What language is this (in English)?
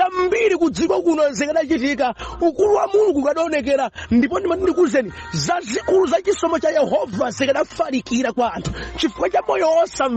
Nyanja